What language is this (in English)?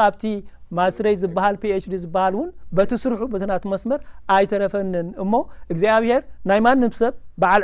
Tigrinya